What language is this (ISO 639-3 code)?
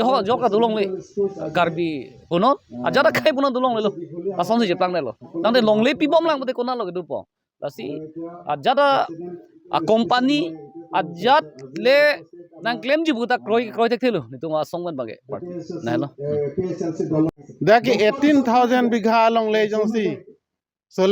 mjw